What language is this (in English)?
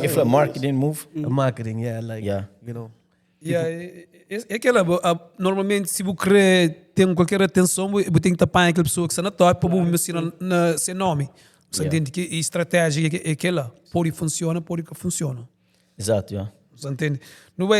Kabuverdianu